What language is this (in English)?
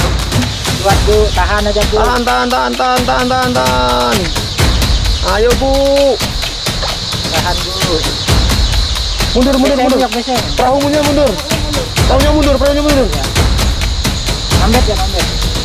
Indonesian